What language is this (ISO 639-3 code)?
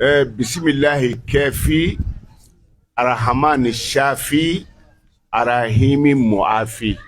bam